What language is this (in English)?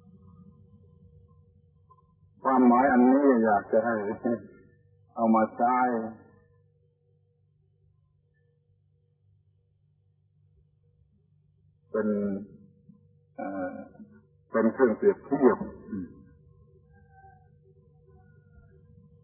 Thai